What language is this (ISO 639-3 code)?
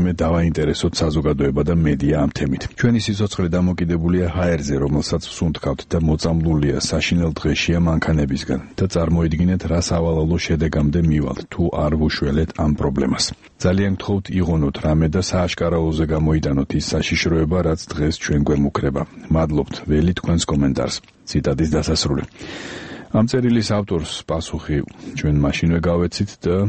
kat